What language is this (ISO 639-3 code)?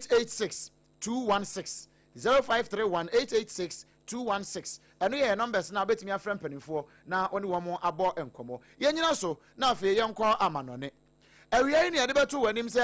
aka